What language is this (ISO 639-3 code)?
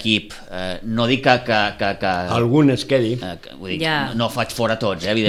cat